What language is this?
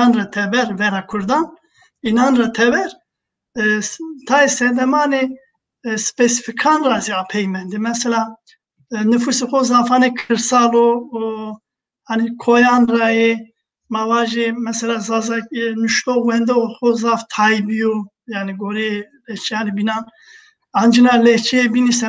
Zaza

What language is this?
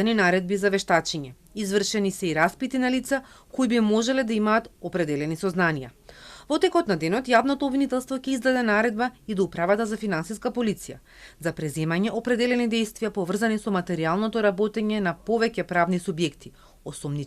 Macedonian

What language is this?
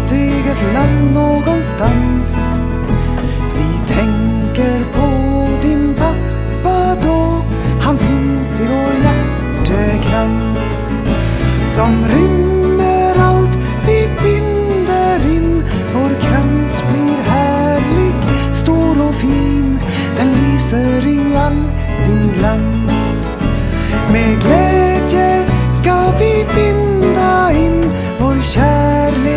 Swedish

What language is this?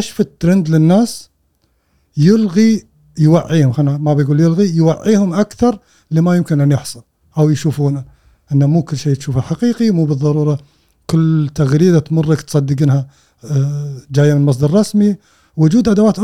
Gulf Arabic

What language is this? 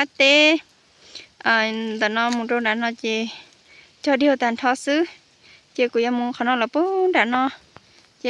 Hmong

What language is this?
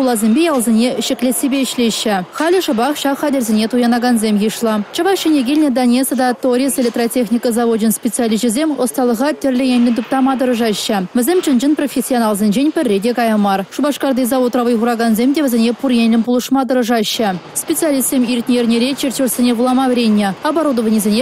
Chuvash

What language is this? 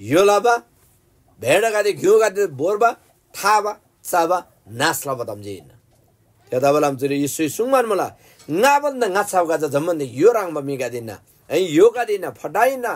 Eastern Tamang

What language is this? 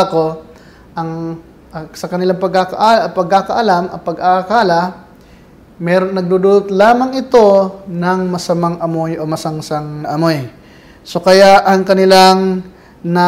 Filipino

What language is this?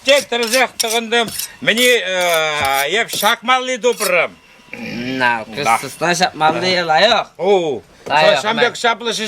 Chuvash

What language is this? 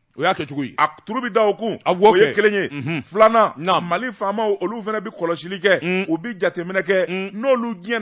Bambara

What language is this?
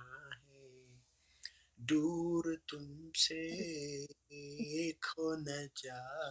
Oromo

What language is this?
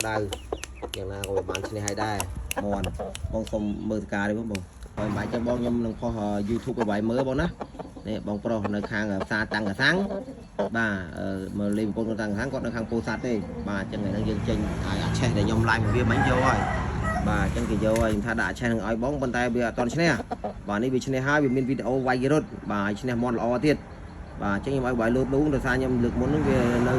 Khmer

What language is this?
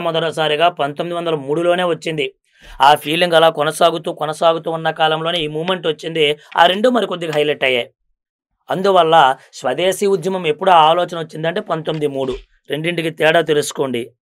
Telugu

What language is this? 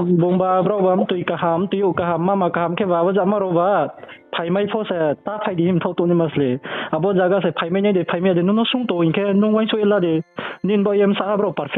Riang (India)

